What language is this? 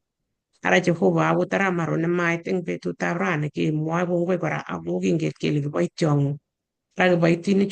Kalenjin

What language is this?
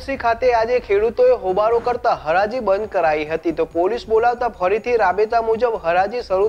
Gujarati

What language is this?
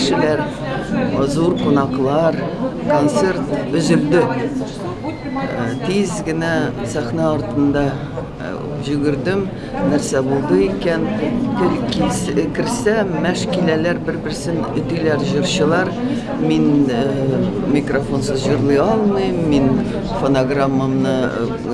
Tatar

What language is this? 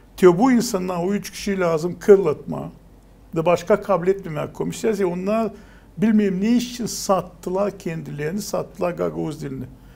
Gagauz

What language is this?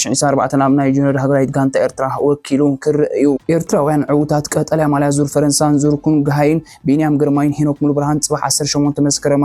Tigrinya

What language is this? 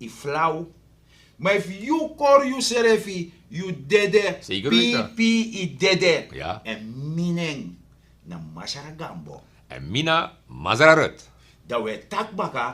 Sranan Tongo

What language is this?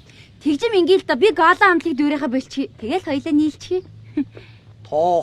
Mongolian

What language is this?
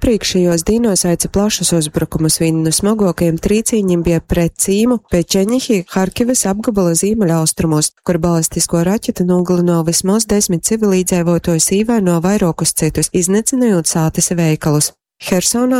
Latgalian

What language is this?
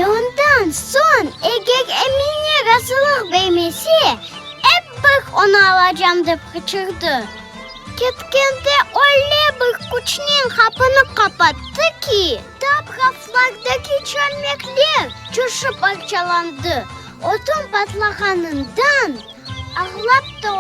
Crimean Tatar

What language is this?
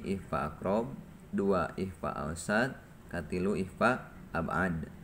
Sundanese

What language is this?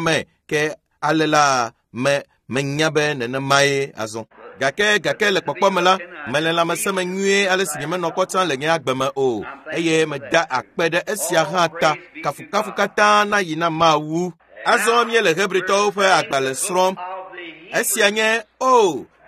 Ewe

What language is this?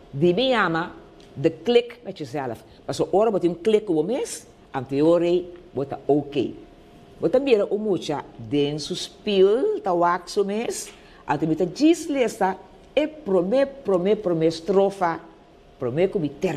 Papiamento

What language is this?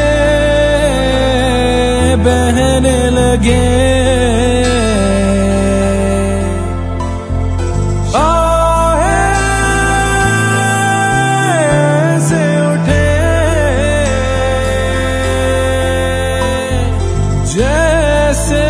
Hindi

